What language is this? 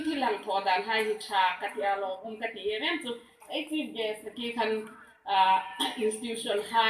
Hmar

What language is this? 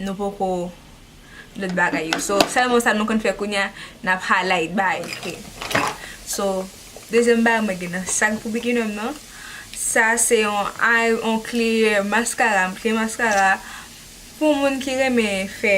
Haitian Creole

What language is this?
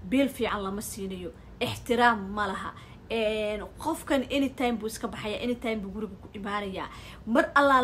Somali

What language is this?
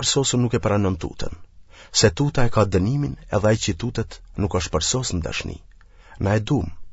Albanian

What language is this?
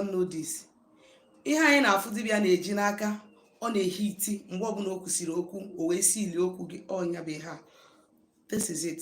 Igbo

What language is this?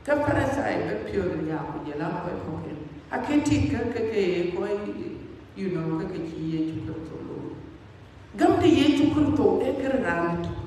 Dinka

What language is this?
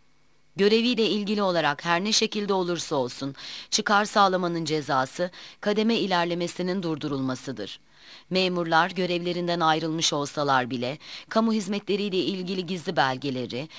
Turkish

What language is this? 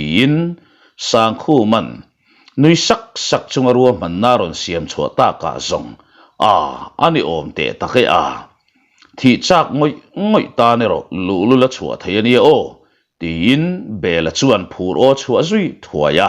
Mizo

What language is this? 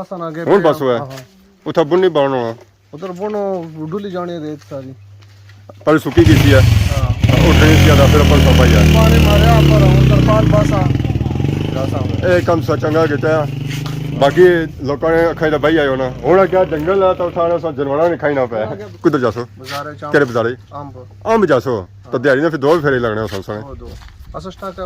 Pahari-Potwari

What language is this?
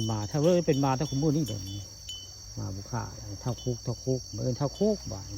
Northeastern Thai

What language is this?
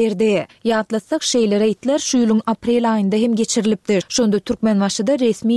Turkmen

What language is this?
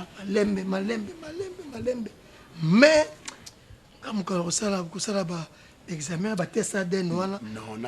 Lingala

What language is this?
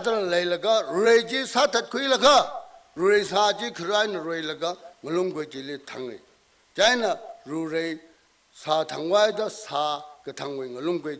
Tangkhul Naga (India)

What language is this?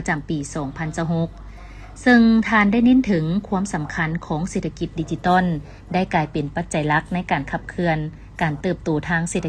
Lao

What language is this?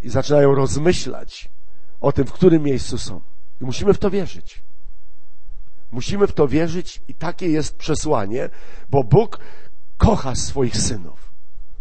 Polish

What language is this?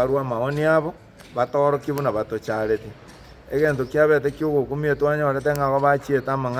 Gusii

